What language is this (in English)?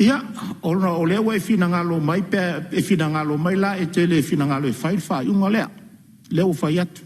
Samoan